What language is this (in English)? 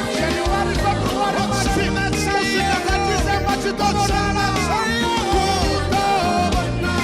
Venda